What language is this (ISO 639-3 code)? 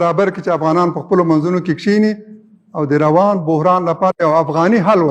pus